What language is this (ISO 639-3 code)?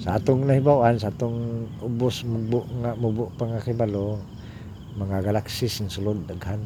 ceb